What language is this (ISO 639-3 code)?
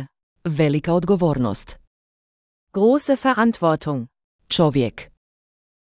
slv